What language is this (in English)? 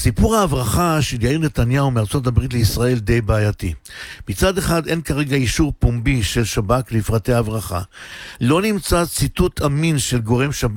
Hebrew